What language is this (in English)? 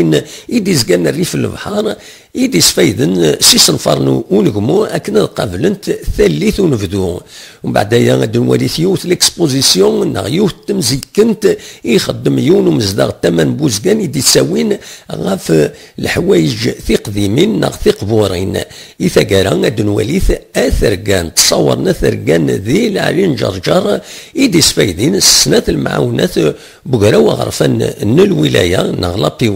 Kabyle